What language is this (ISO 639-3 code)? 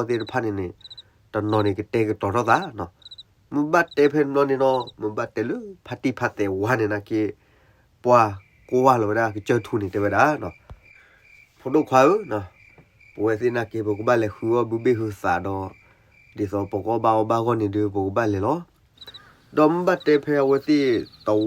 ksw